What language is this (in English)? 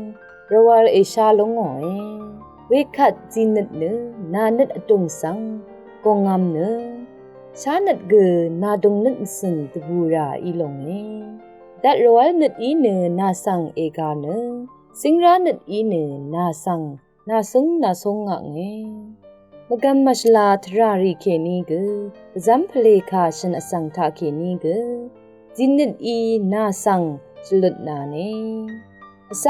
Rawang